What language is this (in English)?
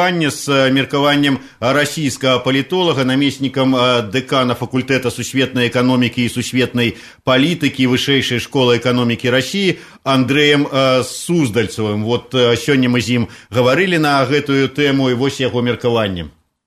Belarusian